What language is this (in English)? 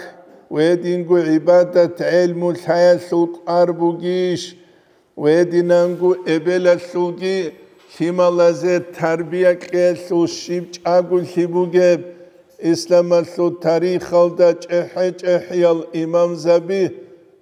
Avaric